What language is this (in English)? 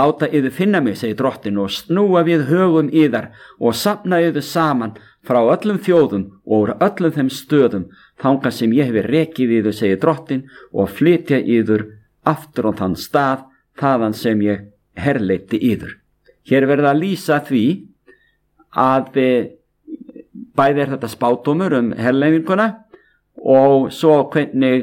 Icelandic